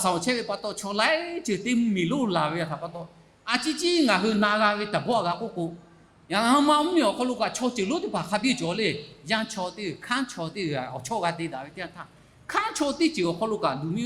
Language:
Lahu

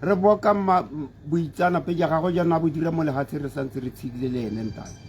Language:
Tswana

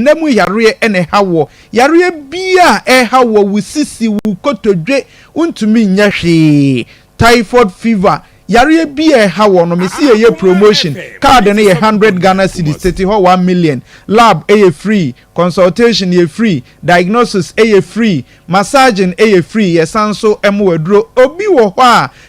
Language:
Akan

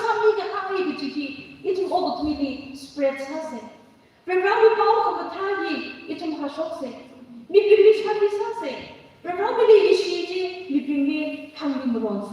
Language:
Tangkhul Naga (India)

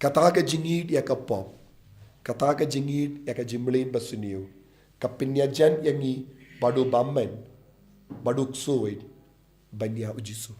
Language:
Khasi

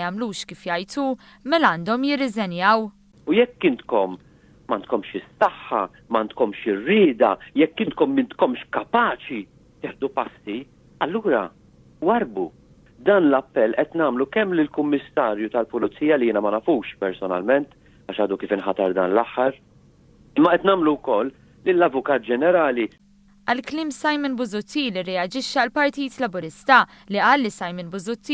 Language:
Maltese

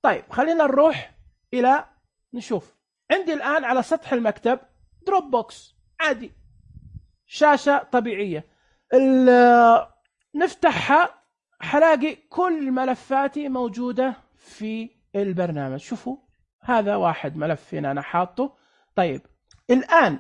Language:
Najdi Arabic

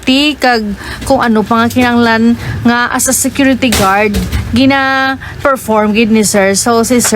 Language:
Hiligaynon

